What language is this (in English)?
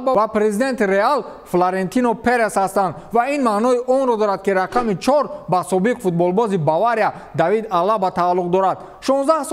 Tajik